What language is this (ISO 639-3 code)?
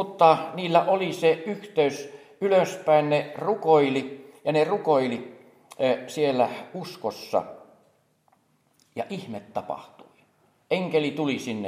fin